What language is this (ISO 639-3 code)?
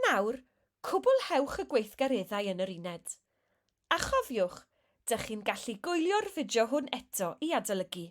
cym